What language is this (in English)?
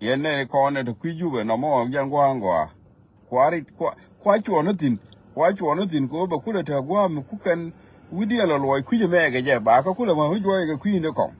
Nuer